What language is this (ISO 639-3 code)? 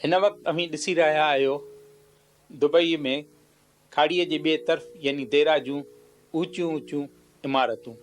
snd